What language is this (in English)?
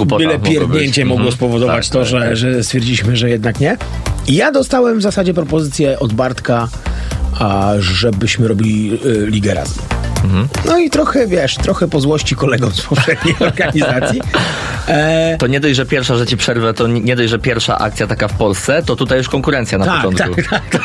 Polish